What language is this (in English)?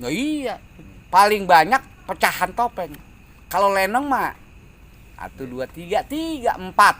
Betawi